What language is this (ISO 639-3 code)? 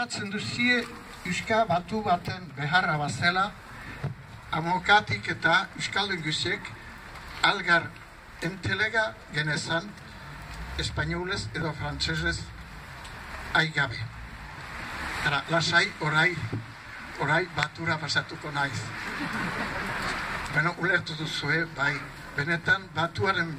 eus